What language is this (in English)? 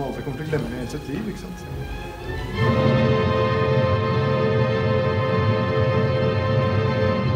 Norwegian